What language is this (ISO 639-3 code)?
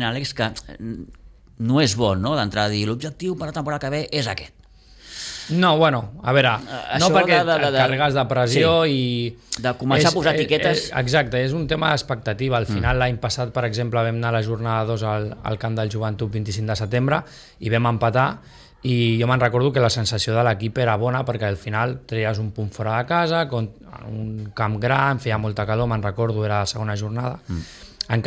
cat